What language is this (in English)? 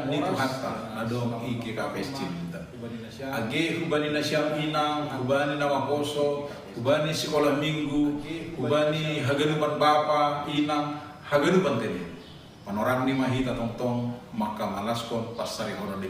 Batak Simalungun